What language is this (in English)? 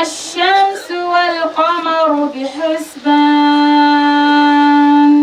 Dagbani